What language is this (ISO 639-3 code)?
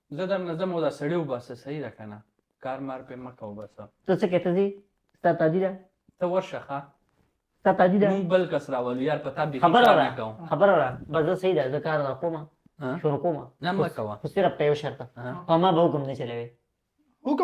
pus